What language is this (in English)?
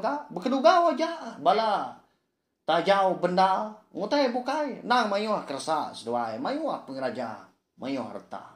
Iban